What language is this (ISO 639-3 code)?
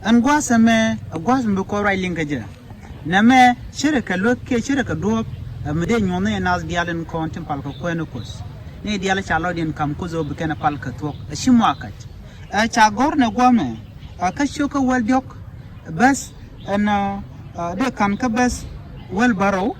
nus